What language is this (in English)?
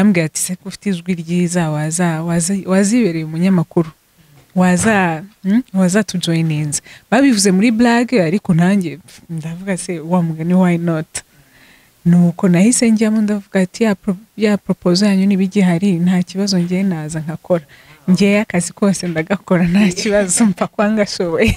Kinyarwanda